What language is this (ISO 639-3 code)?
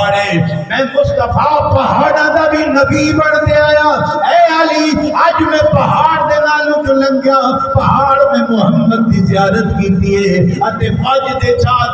skr